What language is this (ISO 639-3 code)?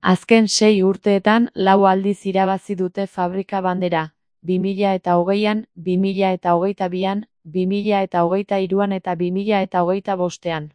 eus